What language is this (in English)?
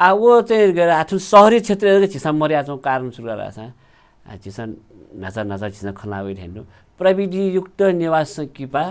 Newari